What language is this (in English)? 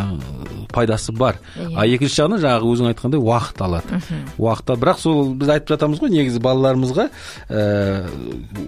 Kazakh